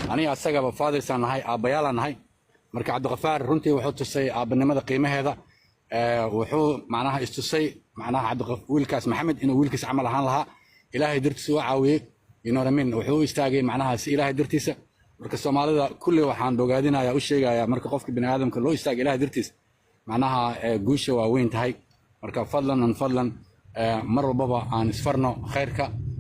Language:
Somali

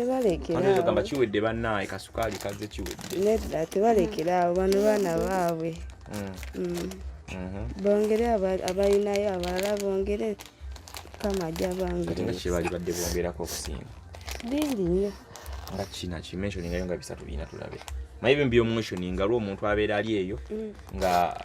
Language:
Ganda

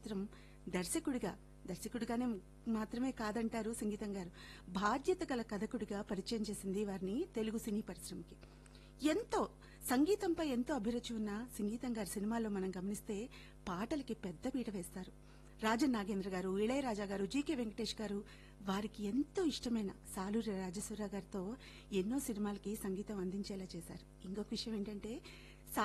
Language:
Telugu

